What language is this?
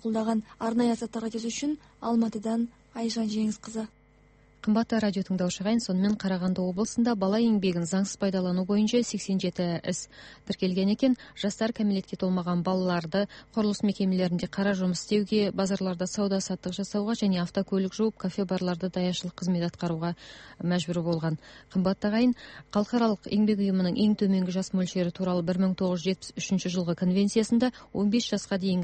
Kazakh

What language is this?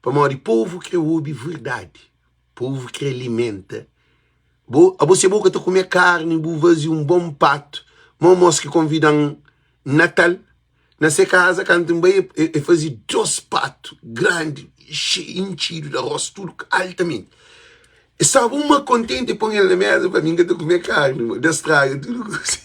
Kabuverdianu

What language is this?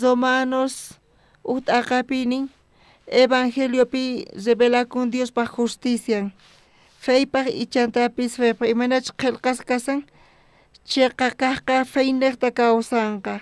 South Bolivian Quechua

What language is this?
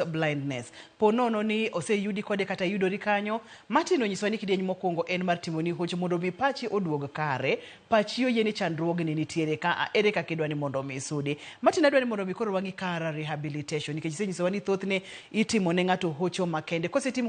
Luo (Kenya and Tanzania)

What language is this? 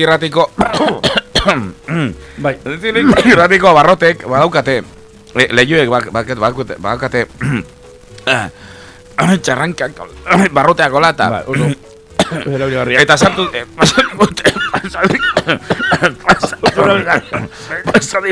Basque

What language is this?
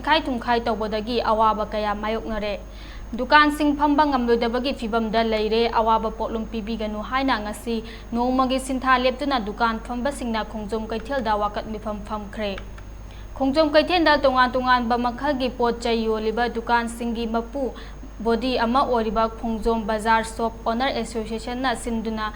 Manipuri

